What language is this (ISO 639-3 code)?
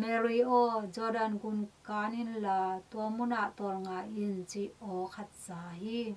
ctd